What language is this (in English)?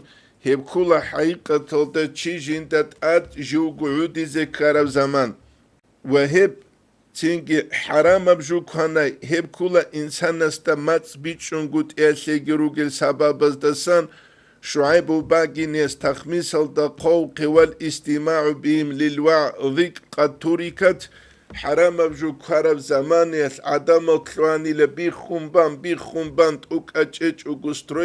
Avaric